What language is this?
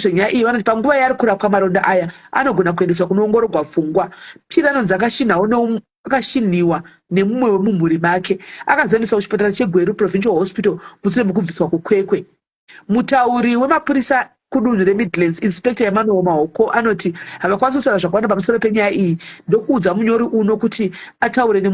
Shona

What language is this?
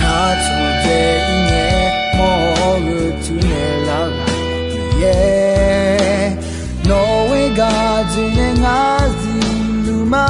Akha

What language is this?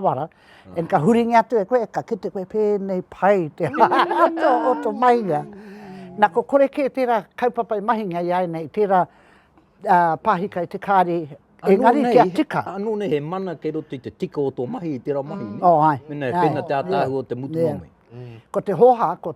Māori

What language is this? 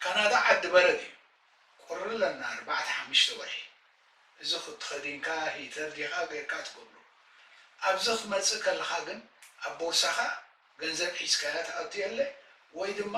Tigrinya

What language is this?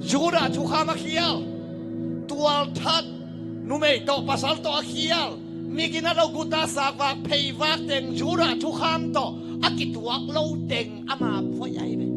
Tedim Chin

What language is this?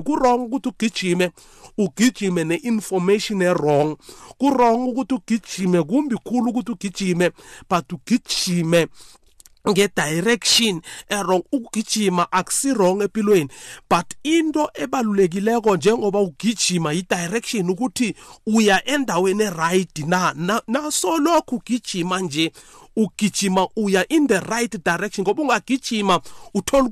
South Ndebele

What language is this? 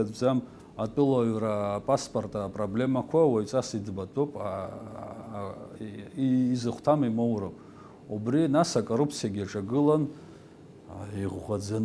Abkhazian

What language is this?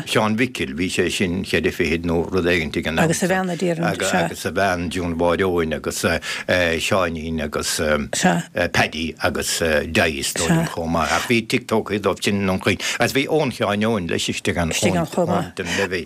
Irish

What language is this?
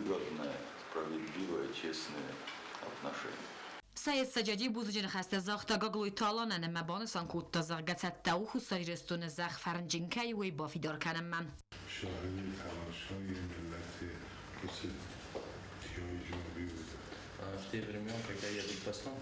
Ossetic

